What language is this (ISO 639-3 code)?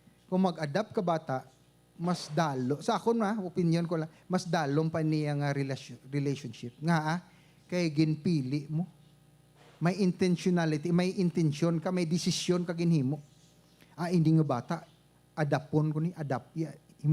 hil